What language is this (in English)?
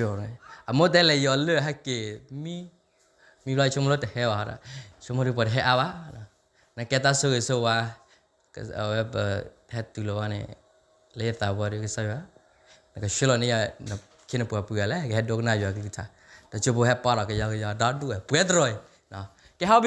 S'gaw Karen